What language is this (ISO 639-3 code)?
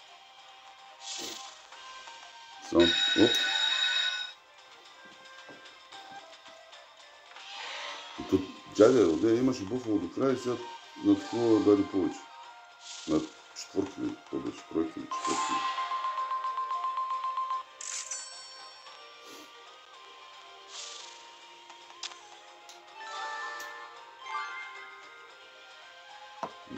bul